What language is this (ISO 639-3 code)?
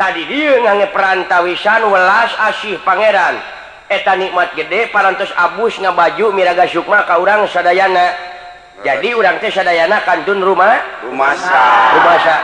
sun